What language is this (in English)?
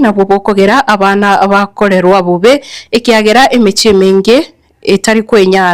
Gusii